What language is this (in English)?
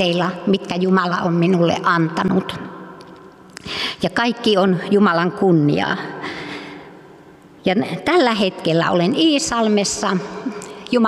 Finnish